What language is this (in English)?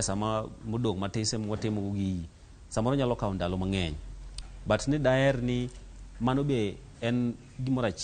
Luo (Kenya and Tanzania)